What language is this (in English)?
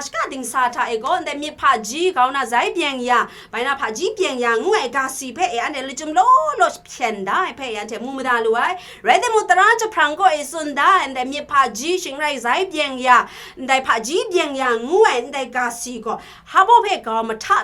Kachin